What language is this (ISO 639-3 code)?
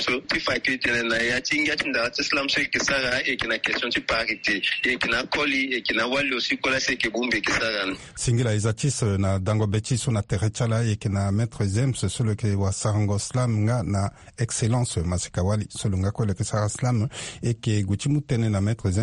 sag